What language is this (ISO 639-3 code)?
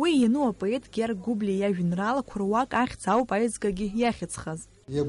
abk